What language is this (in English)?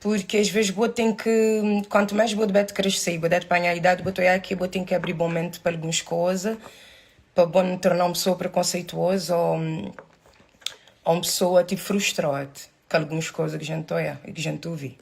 Kabuverdianu